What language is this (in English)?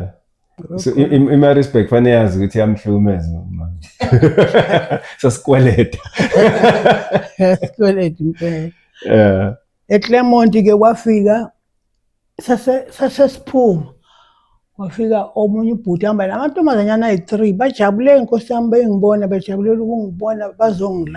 Zulu